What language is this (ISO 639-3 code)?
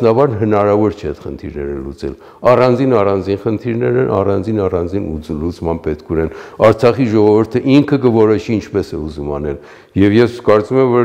hye